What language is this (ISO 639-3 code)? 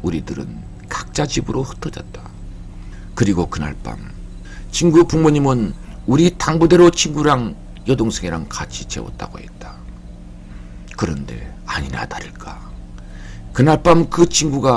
kor